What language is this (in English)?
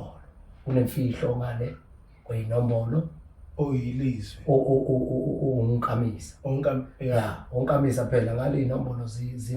Zulu